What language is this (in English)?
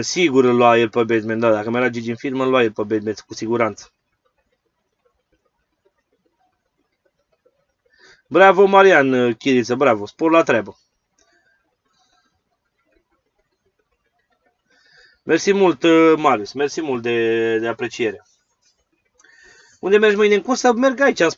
Romanian